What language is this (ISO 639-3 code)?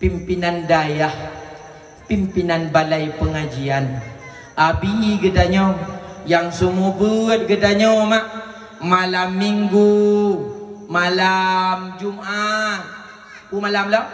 ace